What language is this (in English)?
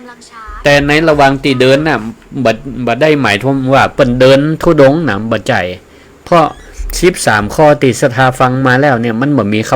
Northern Thai